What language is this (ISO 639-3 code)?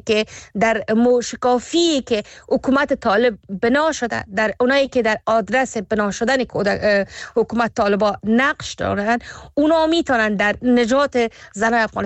fas